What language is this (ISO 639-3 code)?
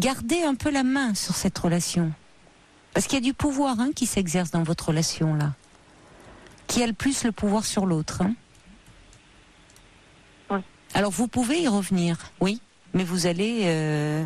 fra